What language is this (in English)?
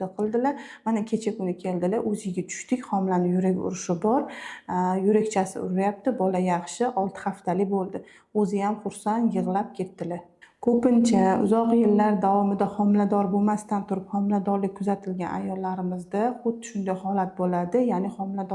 Uzbek